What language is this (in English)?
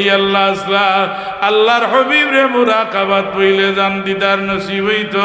Sylheti